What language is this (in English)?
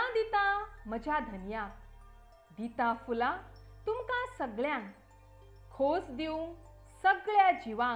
Konkani